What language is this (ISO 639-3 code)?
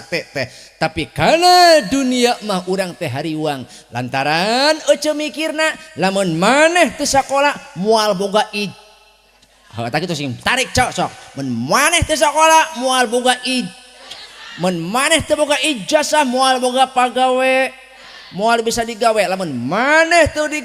sun